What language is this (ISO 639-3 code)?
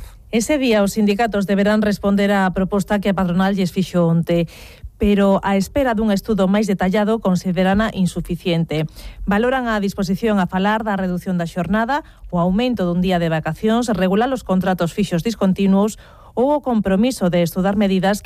glg